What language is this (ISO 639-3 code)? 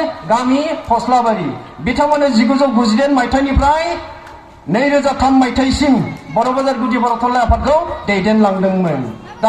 brx